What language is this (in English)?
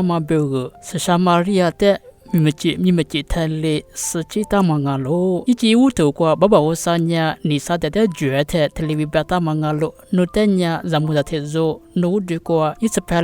Lisu